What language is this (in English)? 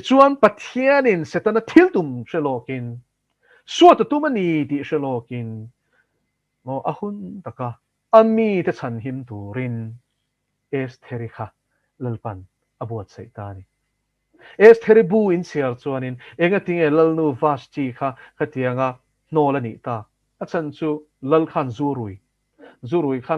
Mizo